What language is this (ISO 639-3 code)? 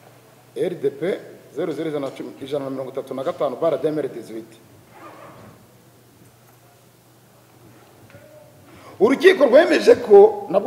kin